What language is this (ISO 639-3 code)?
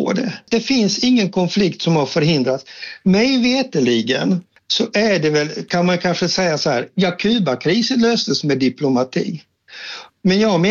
swe